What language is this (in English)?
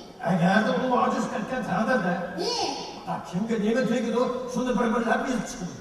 Uyghur